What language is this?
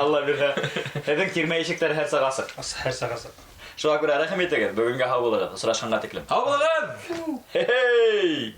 Bashkir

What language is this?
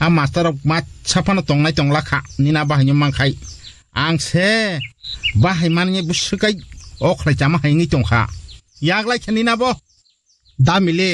Kok Borok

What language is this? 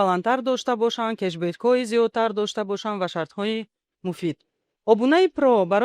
Tajik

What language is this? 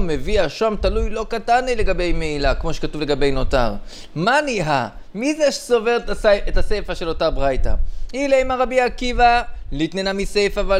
Hebrew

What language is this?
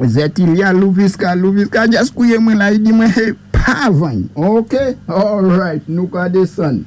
Saint Lucian Creole French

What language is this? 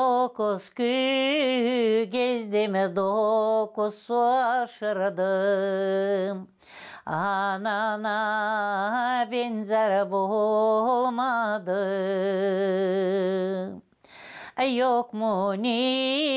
Gagauz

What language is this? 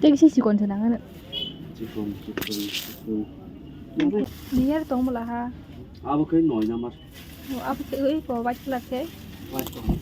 Kok Borok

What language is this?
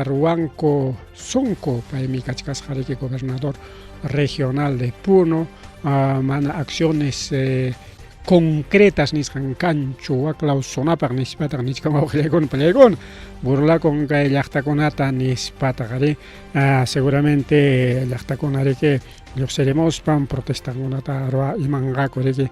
Ayacucho Quechua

